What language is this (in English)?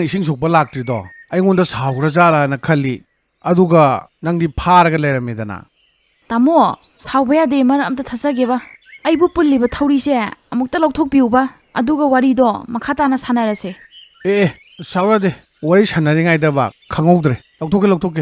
Manipuri